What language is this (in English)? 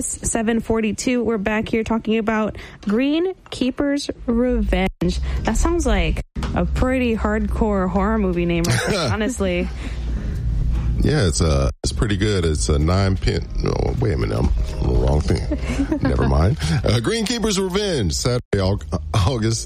English